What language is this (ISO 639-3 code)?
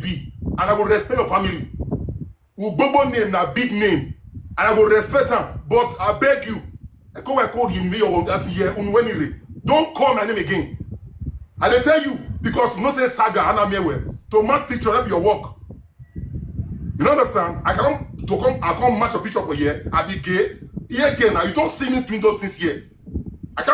pcm